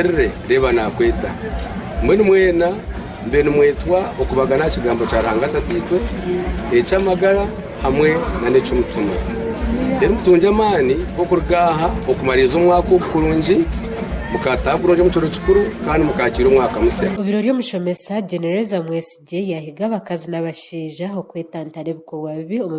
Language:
Nyankole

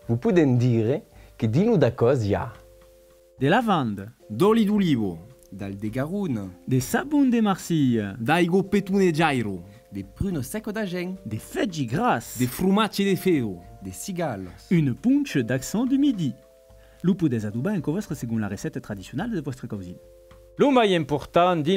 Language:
Occitan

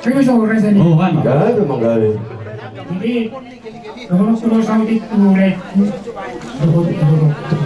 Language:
Batak Toba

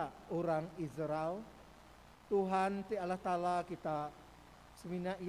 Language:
Iban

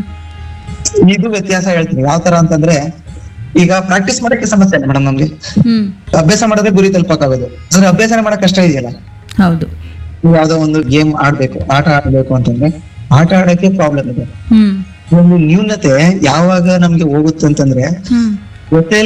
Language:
Kannada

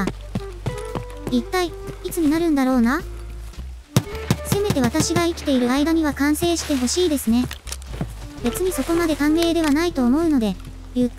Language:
Japanese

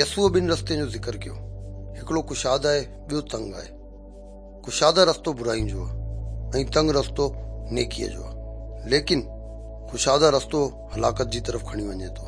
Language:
Sindhi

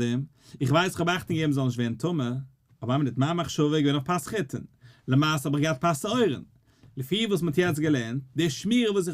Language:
Yiddish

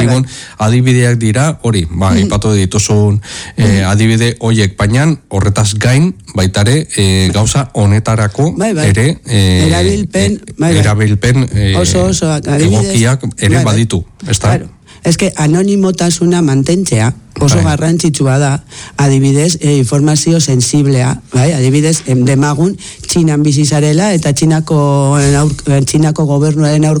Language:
Basque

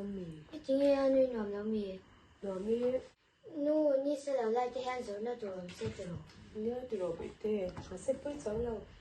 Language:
Mizo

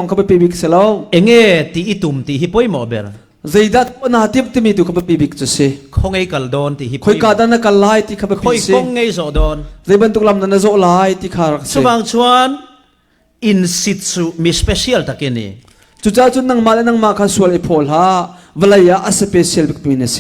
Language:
Falam Chin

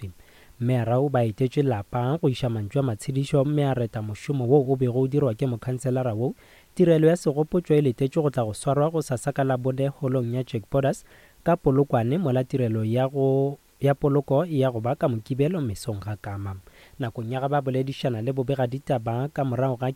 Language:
Northern Sotho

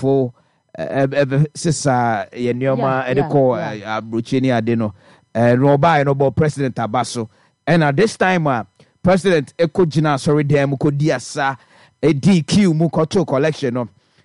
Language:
Akan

